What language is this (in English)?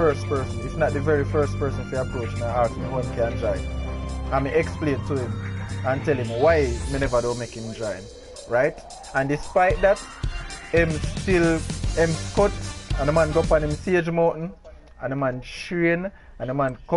Jamaican Creole English